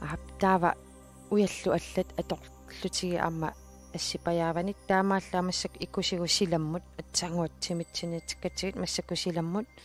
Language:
Kalaallisut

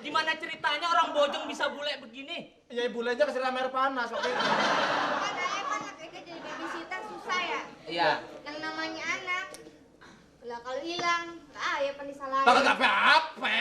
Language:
Betawi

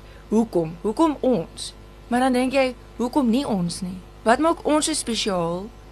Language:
Afrikaans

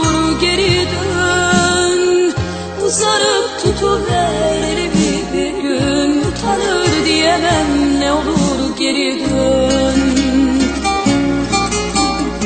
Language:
Turkish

